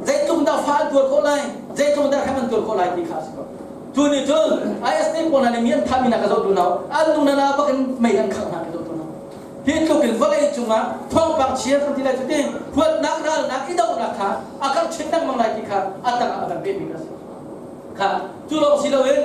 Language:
Hakha Chin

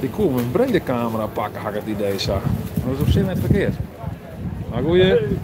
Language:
Western Frisian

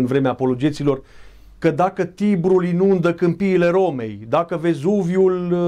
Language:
Romanian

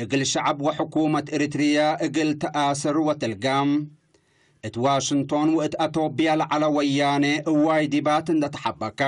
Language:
Tigre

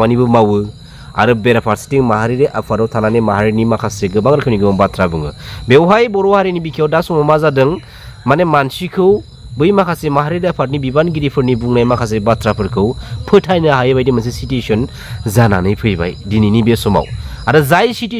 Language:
Bodo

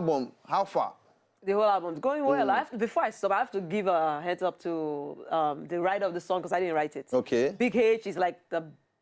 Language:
Nigerian Pidgin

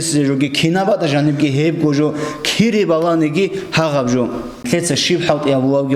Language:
Avaric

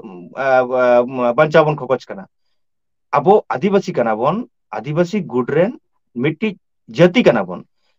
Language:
Santali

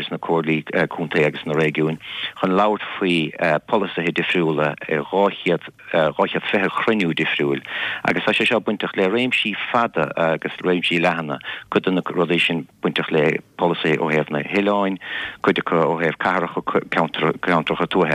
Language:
Irish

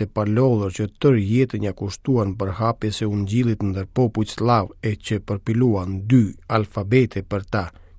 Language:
Albanian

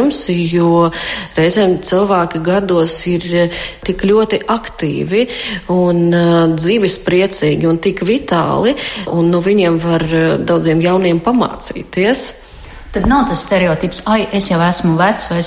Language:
Latvian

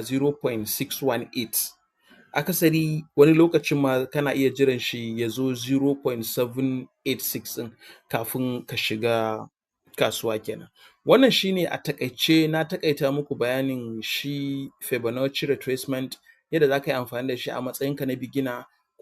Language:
Hausa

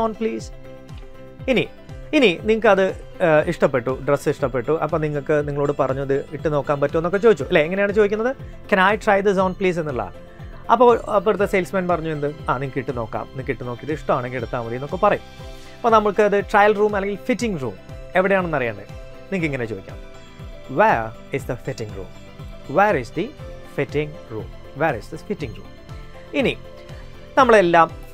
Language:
Malayalam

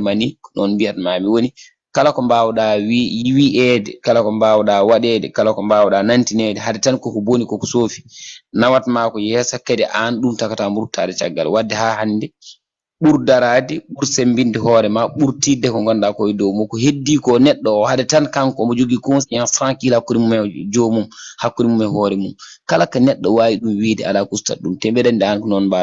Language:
Fula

